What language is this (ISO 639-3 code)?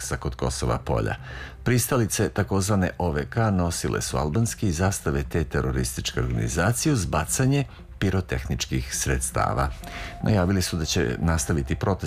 srp